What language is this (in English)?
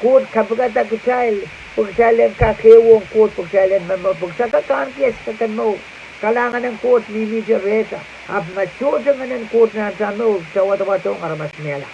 Pohnpeian